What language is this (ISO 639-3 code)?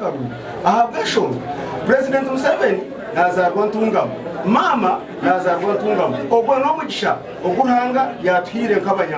nyn